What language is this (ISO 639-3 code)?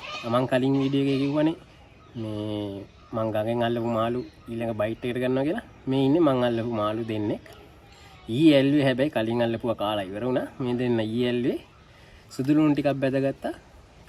sin